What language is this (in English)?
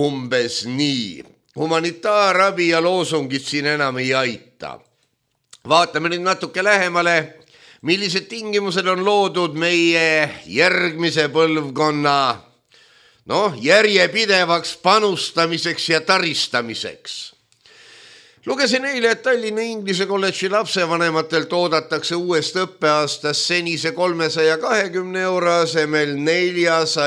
Estonian